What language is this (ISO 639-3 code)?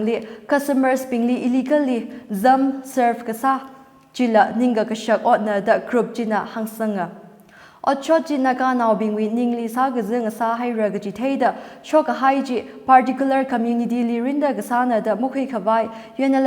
nmf